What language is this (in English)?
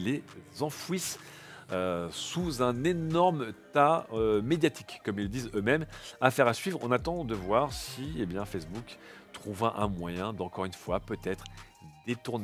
French